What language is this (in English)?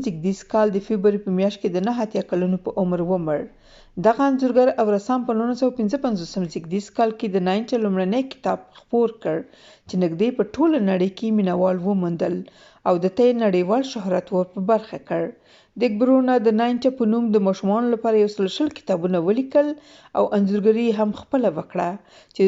Pashto